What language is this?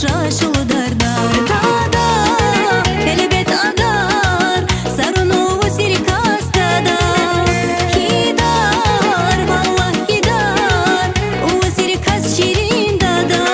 Tabassaran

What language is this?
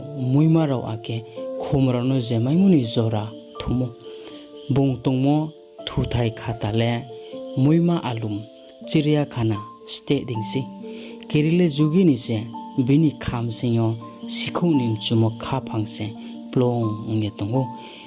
Riang (India)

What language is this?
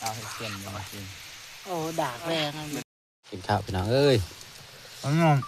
Northeastern Thai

